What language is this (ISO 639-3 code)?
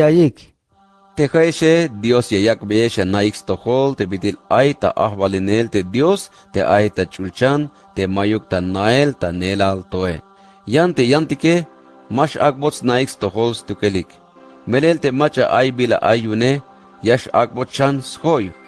tzh